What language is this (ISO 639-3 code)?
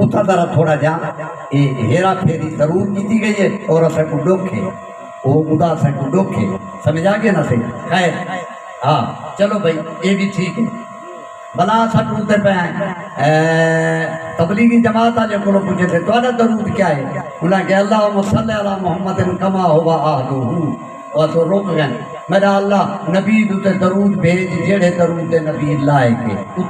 skr